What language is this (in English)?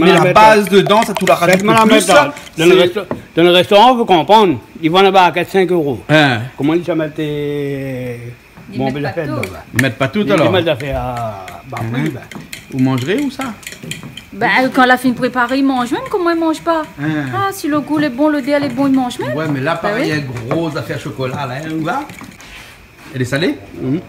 Réunion Creole French